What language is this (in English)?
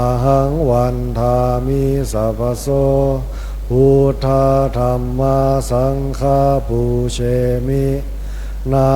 Pali